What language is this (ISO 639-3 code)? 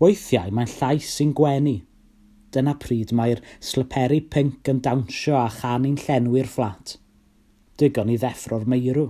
cym